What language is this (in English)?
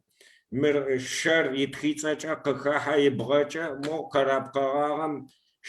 Kabardian